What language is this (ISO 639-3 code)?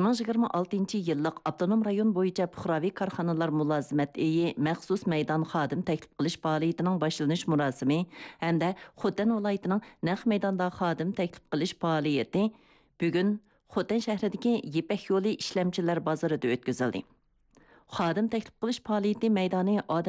uig